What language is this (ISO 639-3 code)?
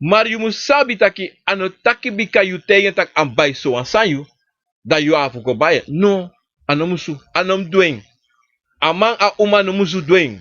srn